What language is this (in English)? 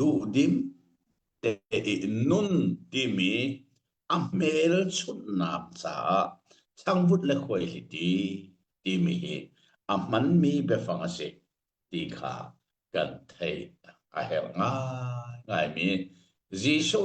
Hakha Chin